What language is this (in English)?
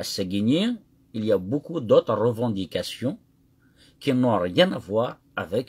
Kabyle